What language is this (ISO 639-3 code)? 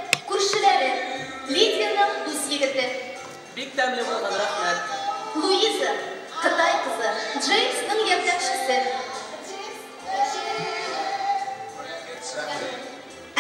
tat